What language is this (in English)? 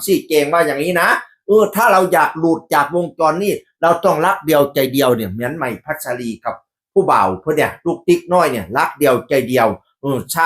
Northeastern Thai